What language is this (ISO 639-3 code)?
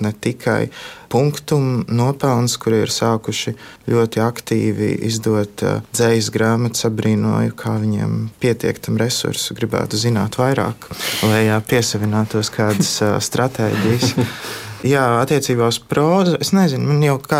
lav